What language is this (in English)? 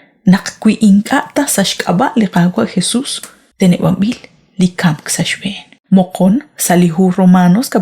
Kekchí